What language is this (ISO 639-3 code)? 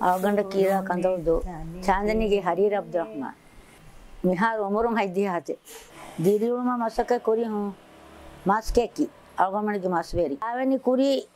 div